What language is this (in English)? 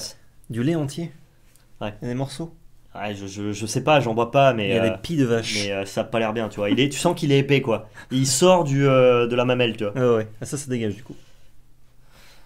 French